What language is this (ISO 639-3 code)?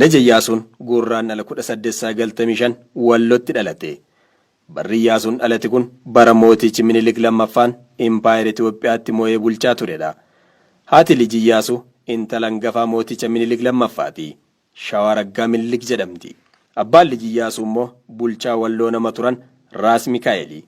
orm